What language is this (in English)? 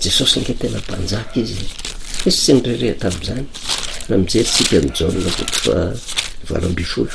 Malagasy